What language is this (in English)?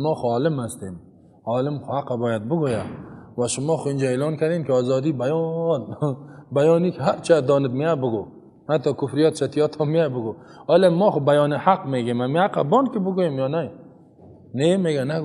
Persian